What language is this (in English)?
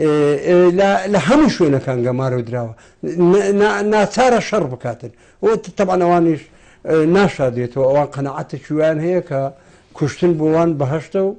Central Kurdish